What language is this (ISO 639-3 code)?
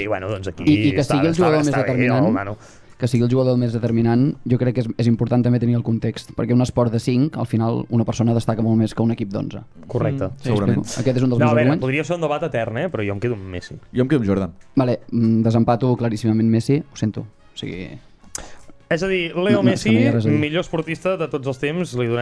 cat